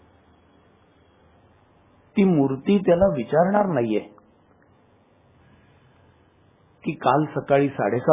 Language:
Marathi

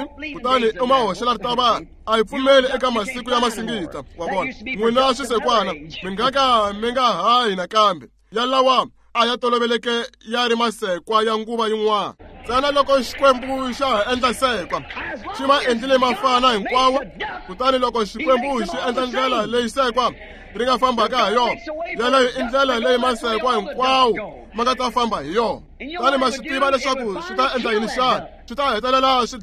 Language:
Tsonga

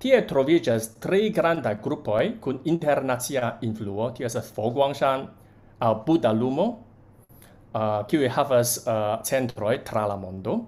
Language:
Esperanto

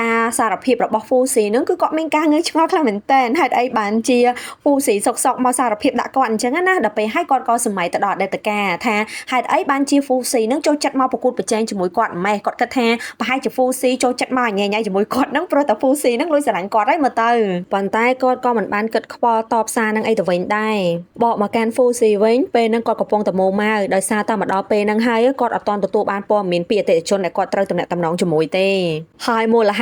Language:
Khmer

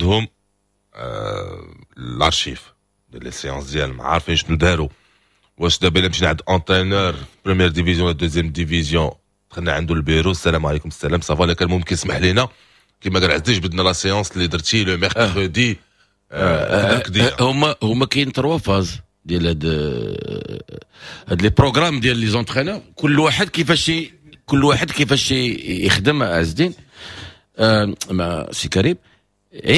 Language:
Moroccan Arabic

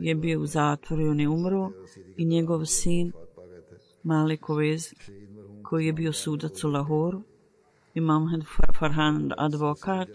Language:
Bosnian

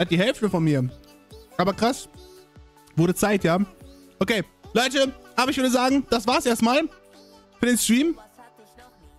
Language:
German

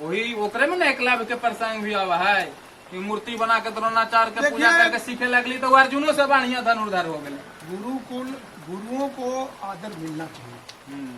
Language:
Magahi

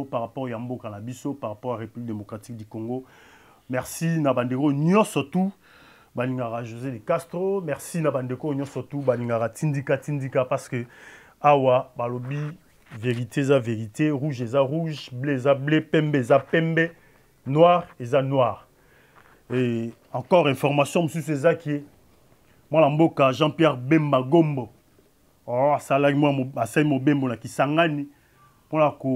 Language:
Lingala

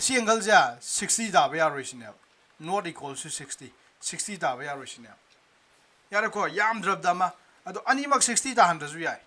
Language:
Manipuri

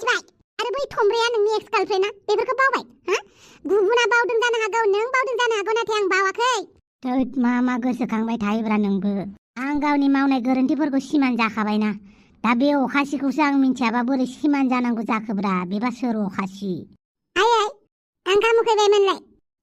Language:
Bodo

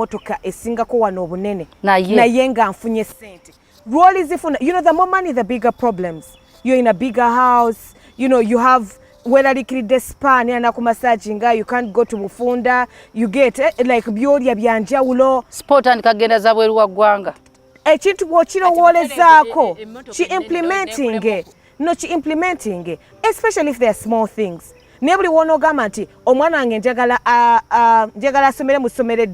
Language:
Ganda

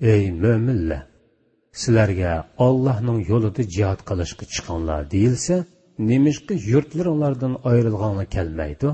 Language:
Uyghur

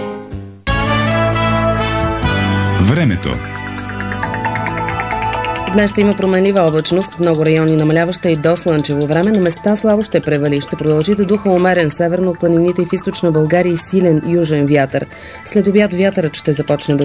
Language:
Bulgarian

